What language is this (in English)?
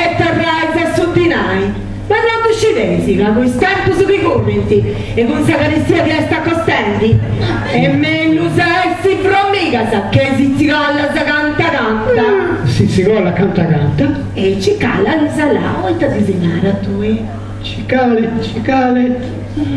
Sardinian